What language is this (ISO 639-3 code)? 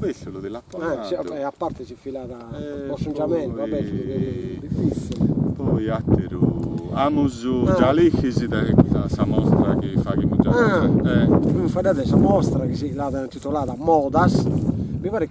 srd